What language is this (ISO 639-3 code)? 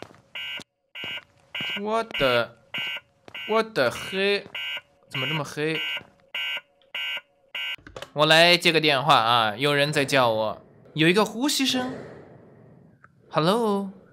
zho